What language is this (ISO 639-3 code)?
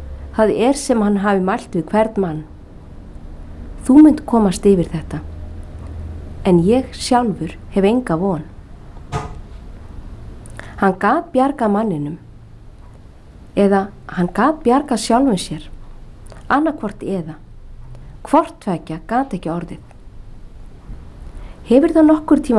isl